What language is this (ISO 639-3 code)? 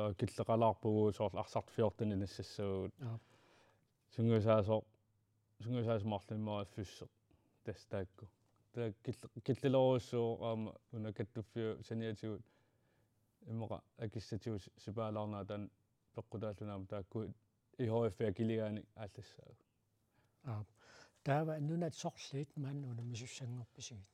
kal